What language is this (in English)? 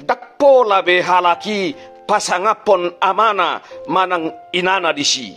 Batak Toba